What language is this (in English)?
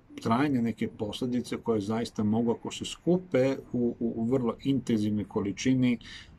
Serbian